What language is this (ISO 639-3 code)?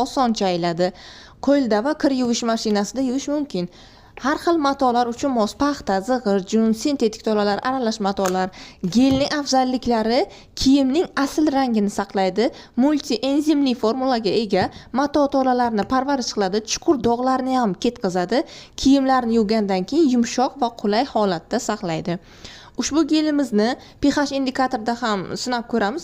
uzb